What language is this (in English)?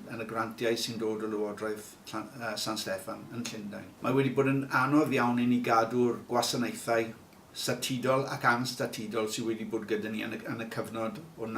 Welsh